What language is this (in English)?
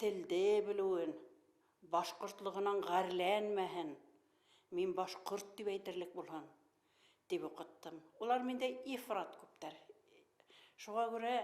Bashkir